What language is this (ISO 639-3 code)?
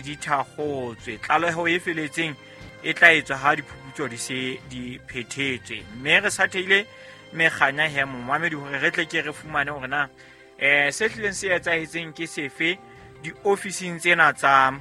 sot